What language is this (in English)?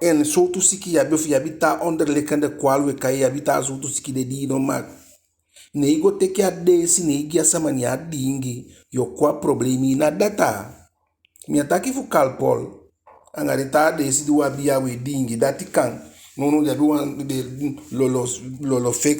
Eastern Maroon Creole